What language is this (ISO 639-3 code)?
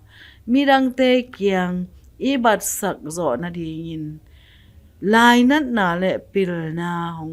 ctd